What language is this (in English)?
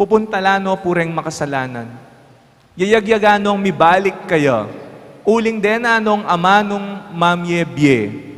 Pampanga